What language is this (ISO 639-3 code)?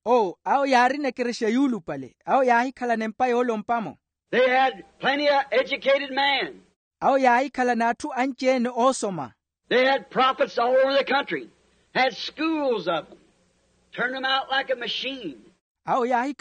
vmw